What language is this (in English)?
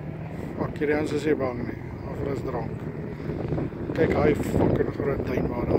Afrikaans